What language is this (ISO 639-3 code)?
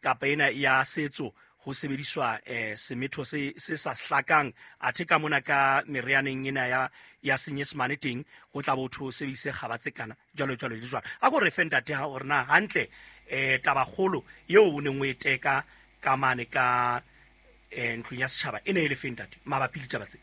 sot